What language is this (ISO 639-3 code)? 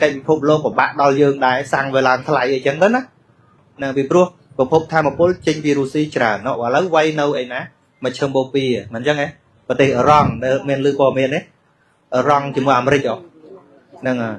khm